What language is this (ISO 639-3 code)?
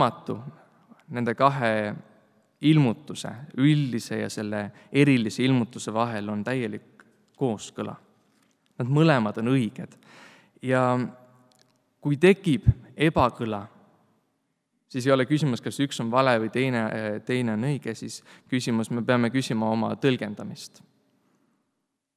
est